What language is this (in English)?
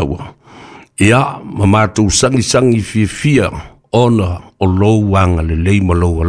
Samoan